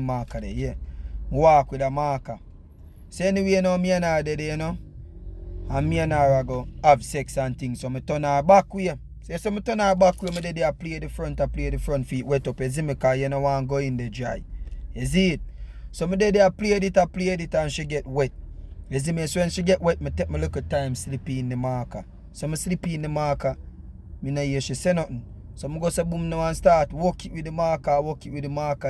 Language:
Jamaican Creole English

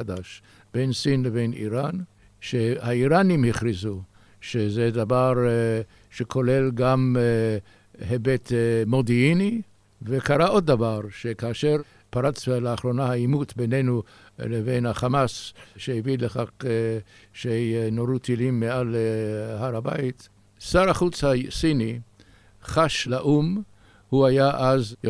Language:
Hebrew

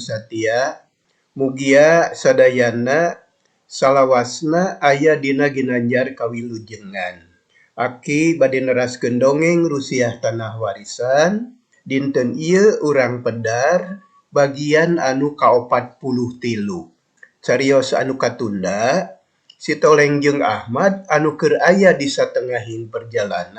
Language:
Sundanese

